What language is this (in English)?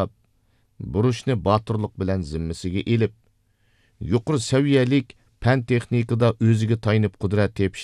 Uyghur